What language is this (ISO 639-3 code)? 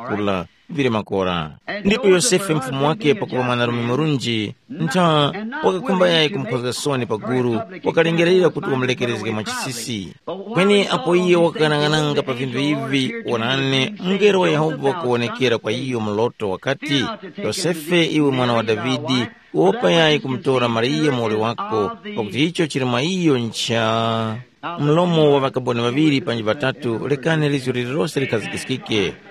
tum